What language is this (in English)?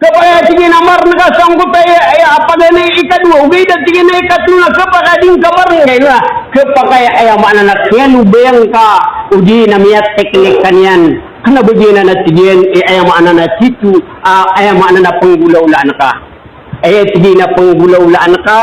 Maranao